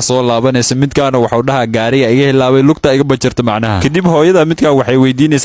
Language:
Somali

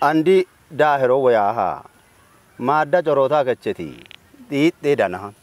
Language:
Kafa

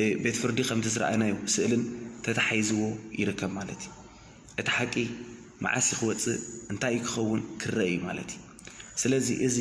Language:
Tigrinya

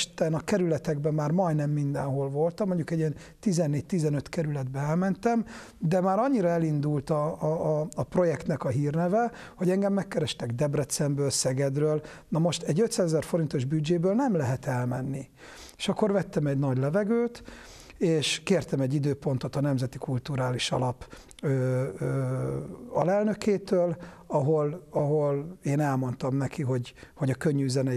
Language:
Hungarian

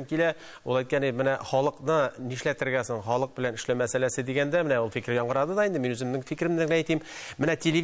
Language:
Tatar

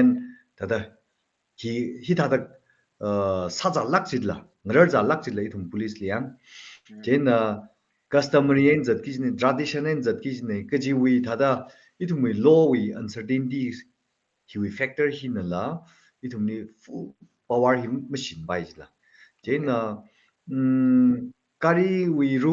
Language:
Tangkhul Naga (India)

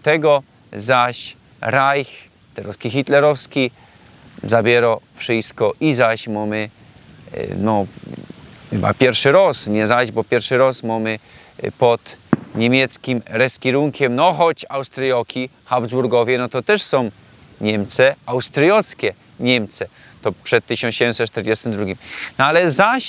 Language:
Silesian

